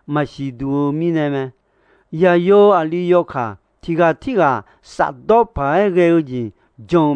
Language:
Akha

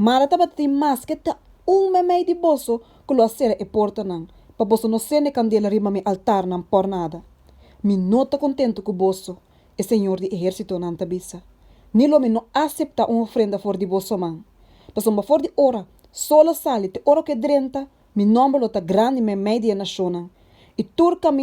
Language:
Papiamento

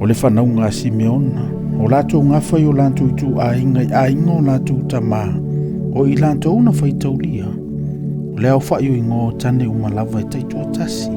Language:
Samoan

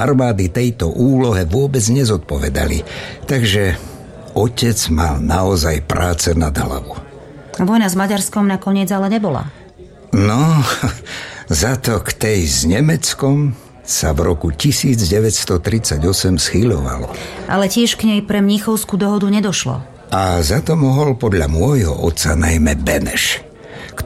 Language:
Slovak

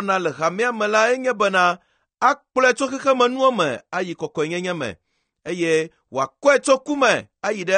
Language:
Ewe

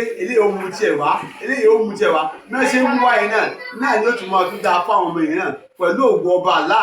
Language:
Yoruba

